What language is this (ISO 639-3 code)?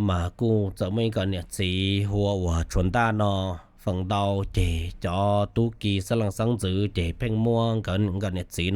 hmn